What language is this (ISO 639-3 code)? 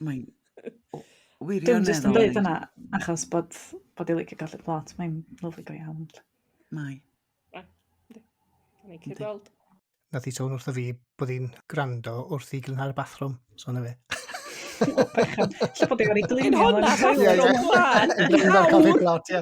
cym